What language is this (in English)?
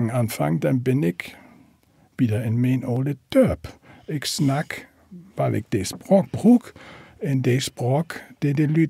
Low German